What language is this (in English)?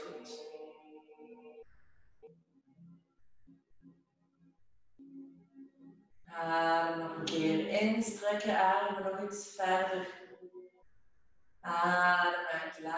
Dutch